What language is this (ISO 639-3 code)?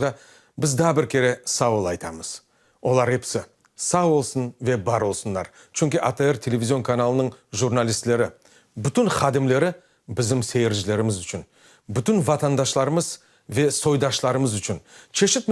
crh